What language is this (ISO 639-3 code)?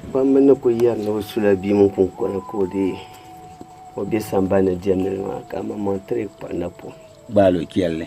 dag